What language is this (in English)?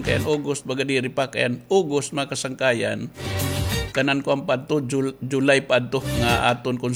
Waray